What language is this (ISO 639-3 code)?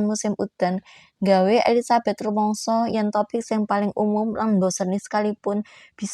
jav